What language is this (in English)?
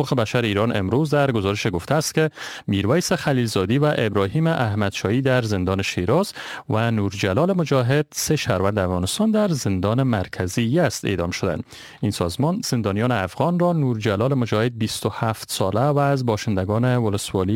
Persian